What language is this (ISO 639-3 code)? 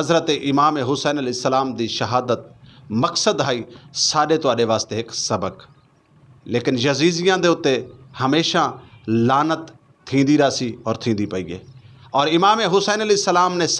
skr